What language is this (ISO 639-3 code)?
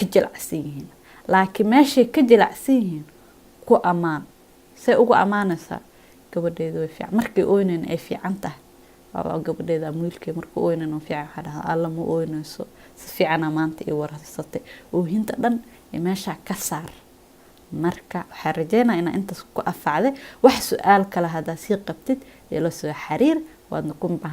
som